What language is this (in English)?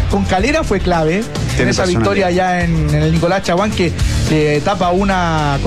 Spanish